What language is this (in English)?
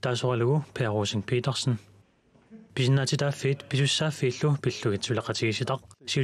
Kalaallisut